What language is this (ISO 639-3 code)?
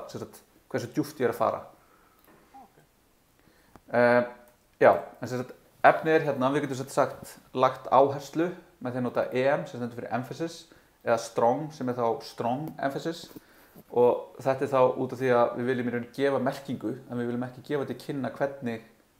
isl